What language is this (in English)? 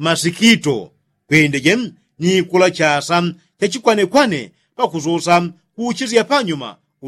Yao